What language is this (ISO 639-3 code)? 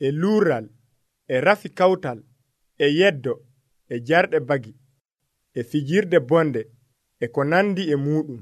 fuv